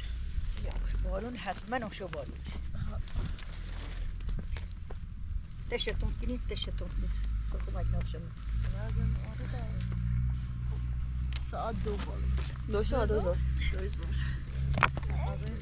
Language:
Persian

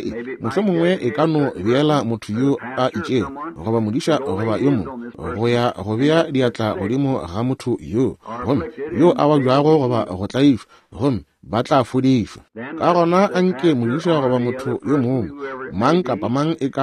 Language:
Northern Sotho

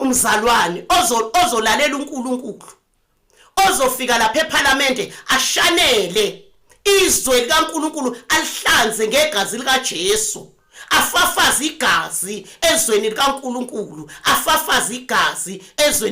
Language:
Zulu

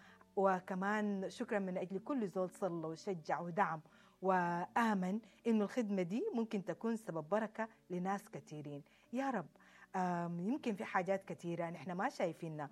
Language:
Sudanese Arabic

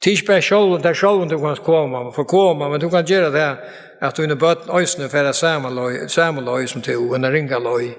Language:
Faroese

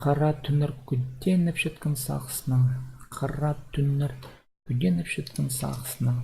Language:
Khakas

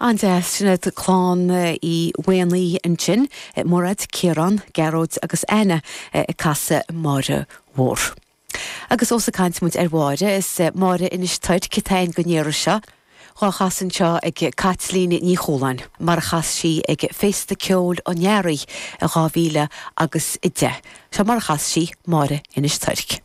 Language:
Irish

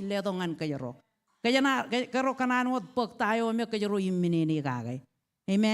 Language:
Marshallese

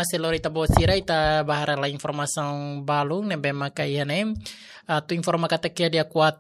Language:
Tetum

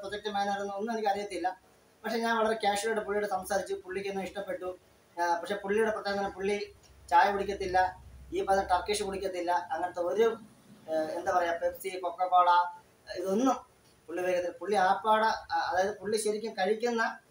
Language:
Malayalam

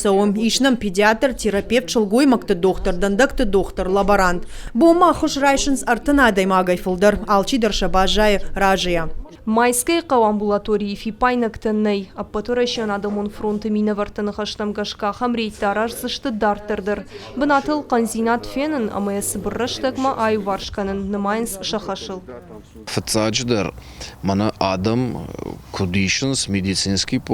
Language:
Ossetic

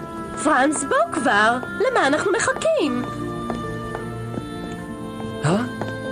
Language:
Hebrew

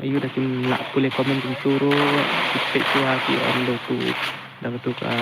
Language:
Khasi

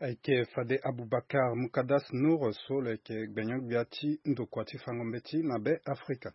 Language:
Sango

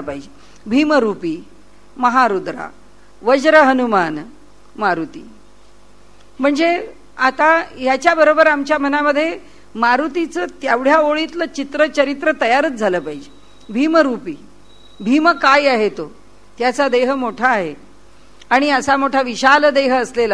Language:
Marathi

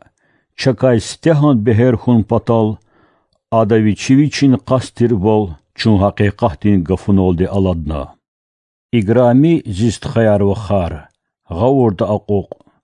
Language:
Lezghian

